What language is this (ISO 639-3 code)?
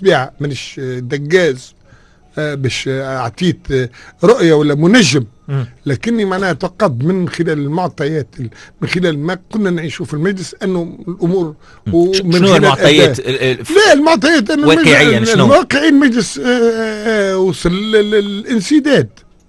aeb